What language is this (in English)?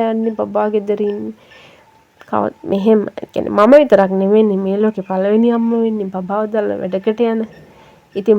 Sinhala